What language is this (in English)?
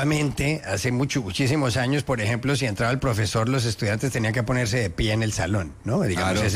Spanish